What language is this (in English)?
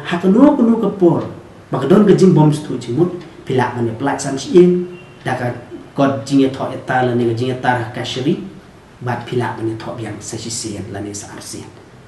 Khasi